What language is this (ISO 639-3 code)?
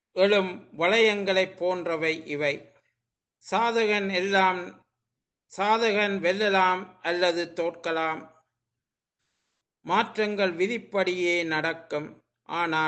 tam